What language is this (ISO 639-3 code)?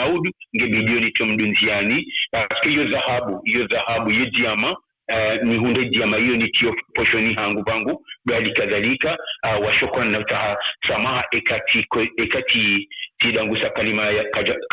zdj